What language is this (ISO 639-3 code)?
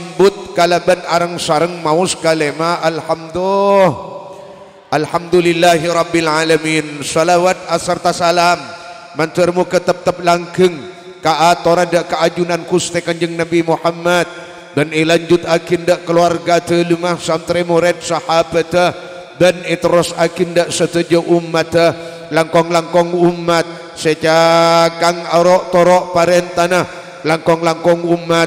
mad